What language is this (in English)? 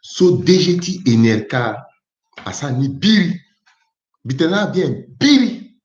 Sango